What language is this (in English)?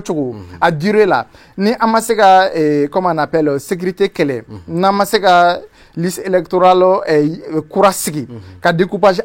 Bambara